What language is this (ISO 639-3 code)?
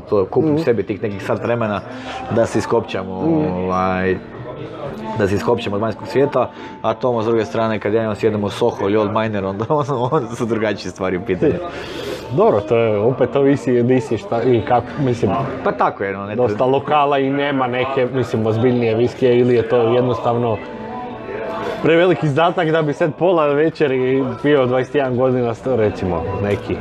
hrv